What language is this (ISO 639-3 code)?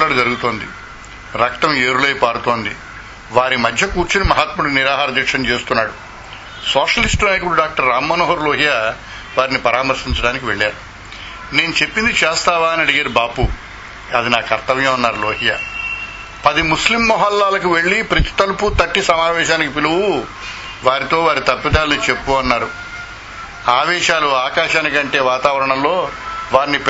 tel